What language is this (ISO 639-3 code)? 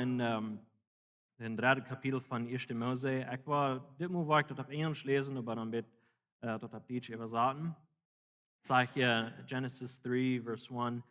pdt